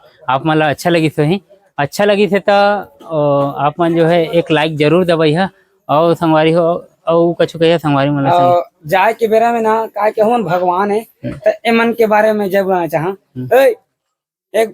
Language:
Chhattisgarhi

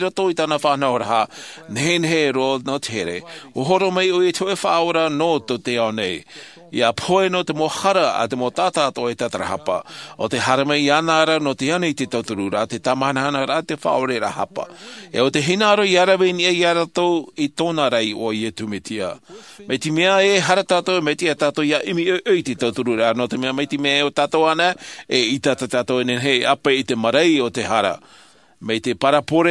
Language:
Tahitian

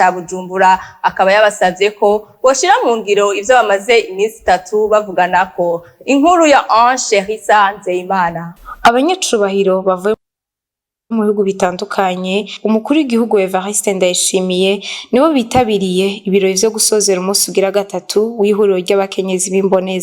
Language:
Rundi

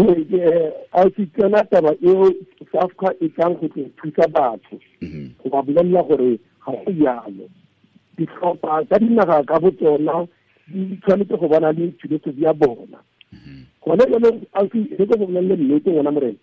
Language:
Tswana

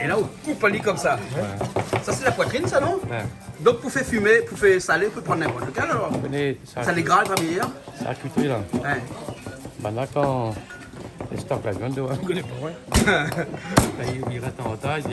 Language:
Réunion Creole French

